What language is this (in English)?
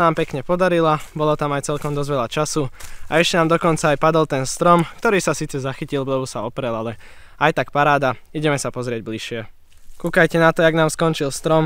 Slovak